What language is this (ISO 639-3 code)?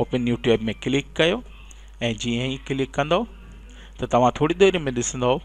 snd